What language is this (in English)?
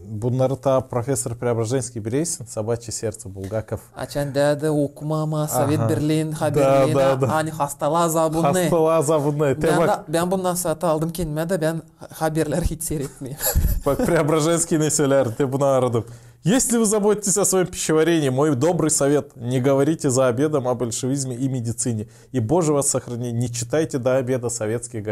Gagauz